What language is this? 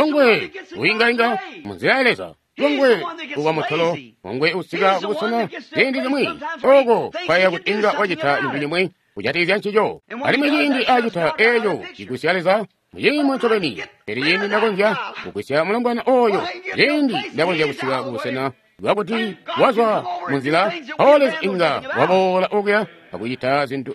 Tonga (Zambia)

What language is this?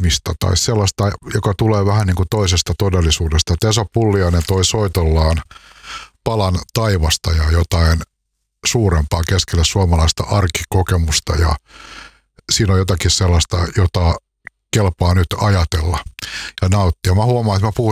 Finnish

